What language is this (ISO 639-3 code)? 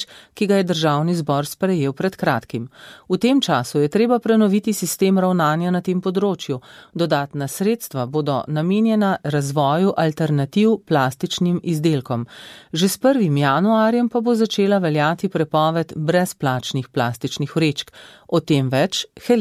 slv